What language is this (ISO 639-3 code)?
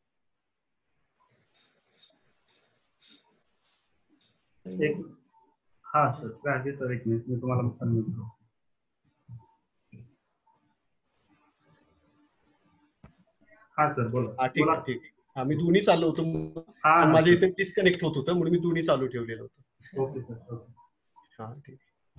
mar